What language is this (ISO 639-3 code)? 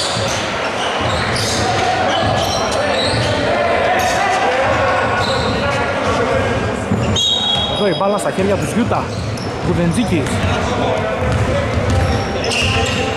ell